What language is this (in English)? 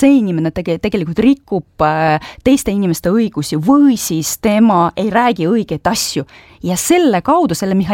Estonian